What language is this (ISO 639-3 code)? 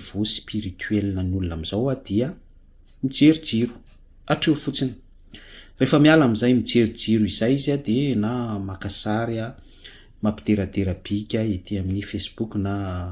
mlg